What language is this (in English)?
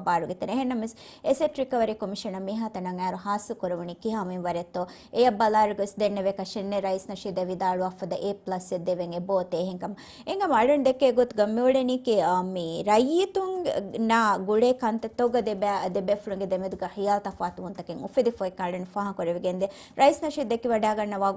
Divehi